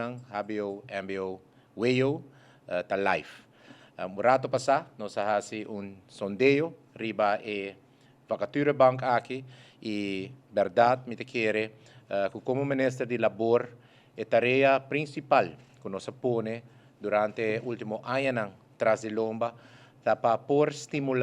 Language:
Papiamento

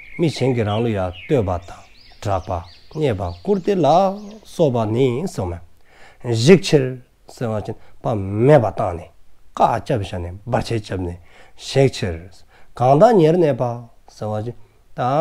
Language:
Dzongkha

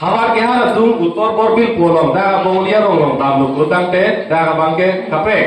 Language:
Karbi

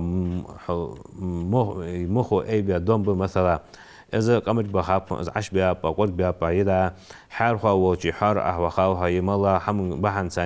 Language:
Ingush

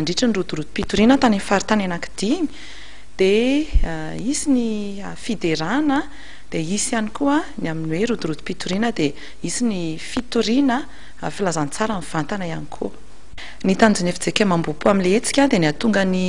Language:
Malagasy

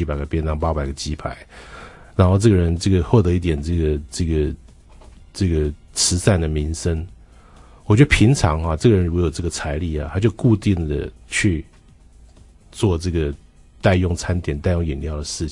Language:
Chinese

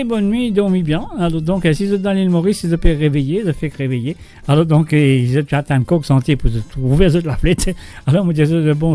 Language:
Morisyen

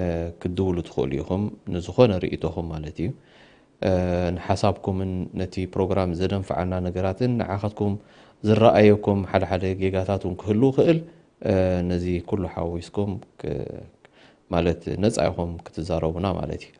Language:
Tigrinya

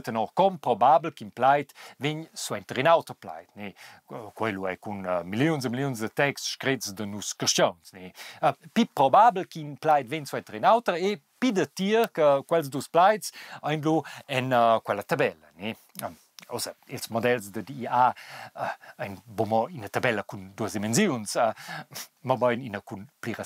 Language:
Romansh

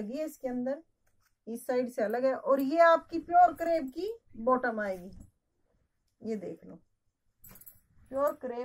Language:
Hindi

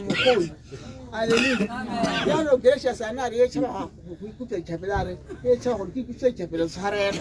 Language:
Tswana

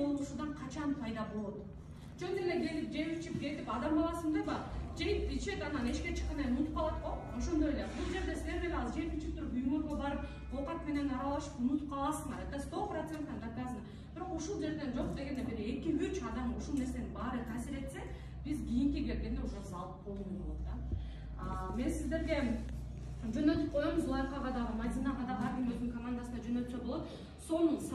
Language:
Kyrgyz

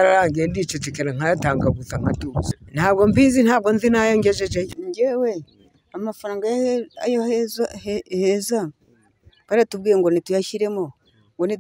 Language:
Kinyarwanda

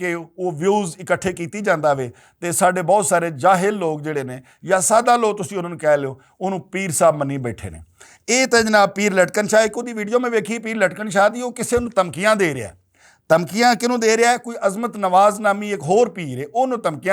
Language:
Western Panjabi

